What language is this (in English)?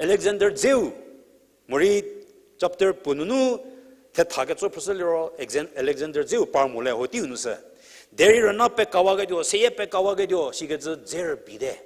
Angami Naga